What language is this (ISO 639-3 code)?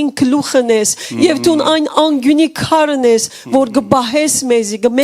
hyw